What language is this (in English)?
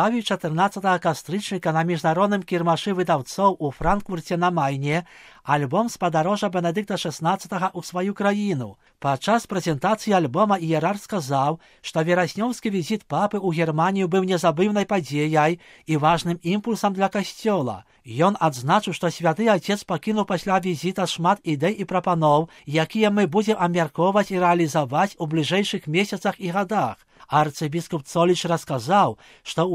Belarusian